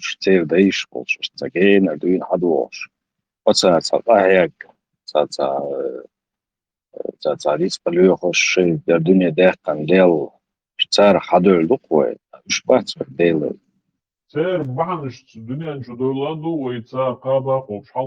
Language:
Chechen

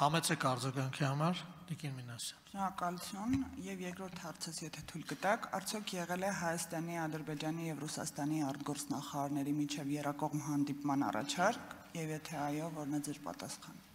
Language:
Armenian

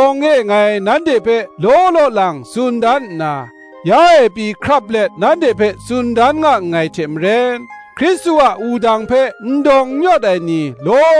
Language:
Kachin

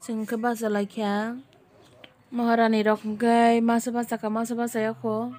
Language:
Kok Borok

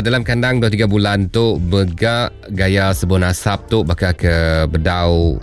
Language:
Iban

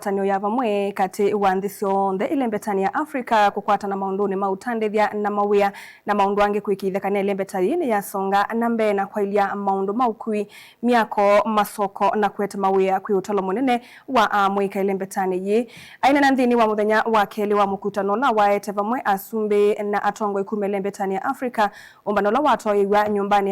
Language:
Kamba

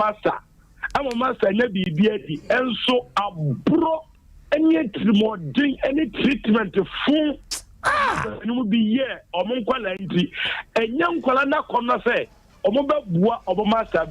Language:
Akan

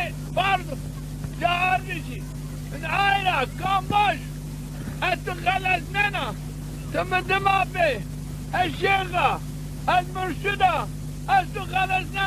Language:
Zaza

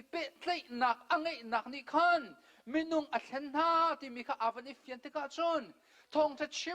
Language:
Hakha Chin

